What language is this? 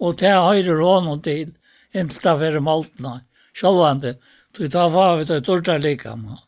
Faroese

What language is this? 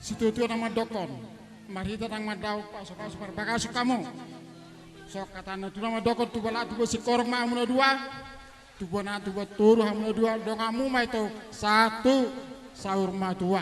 Batak Toba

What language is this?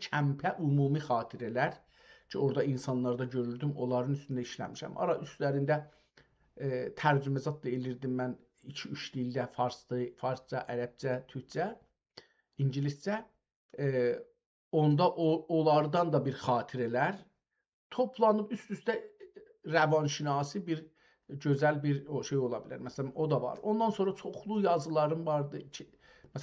South Azerbaijani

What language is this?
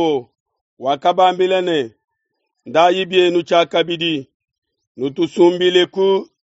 Luba-Lulua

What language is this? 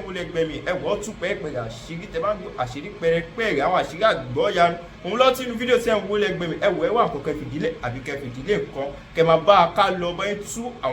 Yoruba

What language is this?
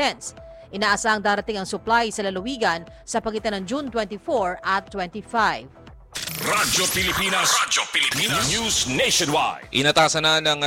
Filipino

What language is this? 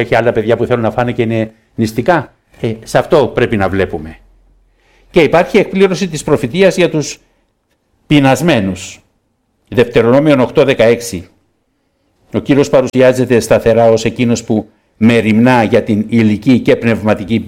Greek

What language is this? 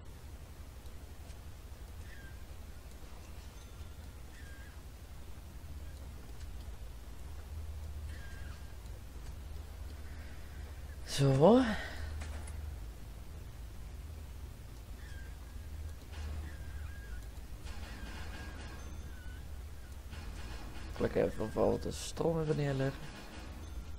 Dutch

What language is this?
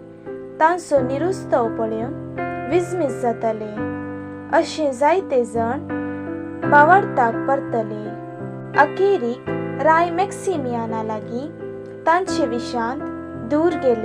Konkani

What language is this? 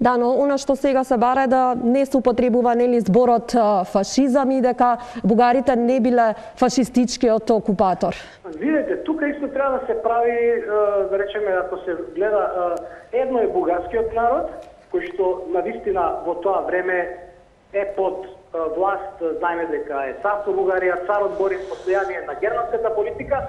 Macedonian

